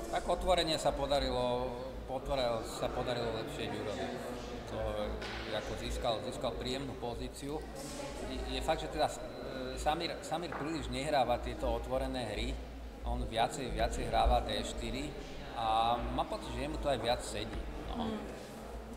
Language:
Slovak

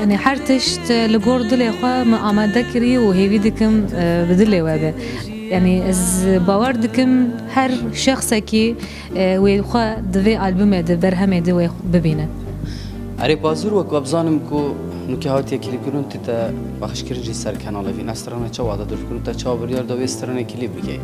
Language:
Kurdish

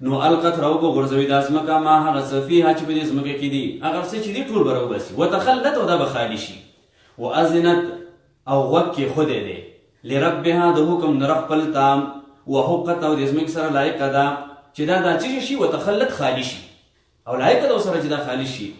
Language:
Pashto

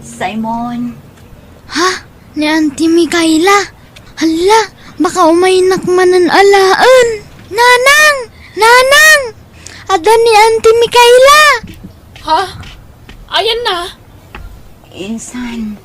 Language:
Iloko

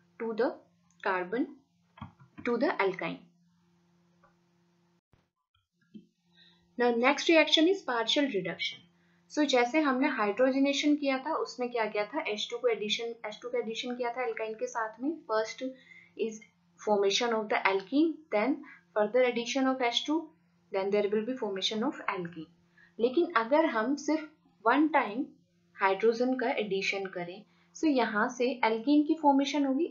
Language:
Hindi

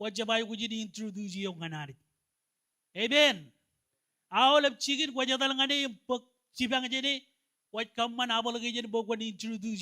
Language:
Marshallese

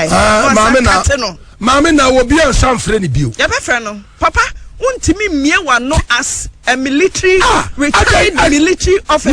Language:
Akan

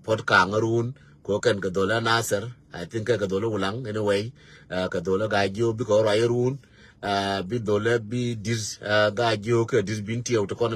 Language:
Nuer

